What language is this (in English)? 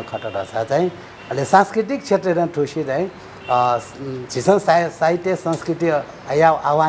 Newari